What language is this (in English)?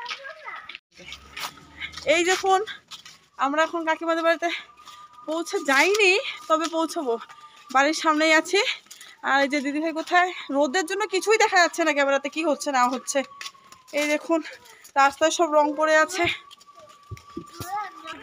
Bangla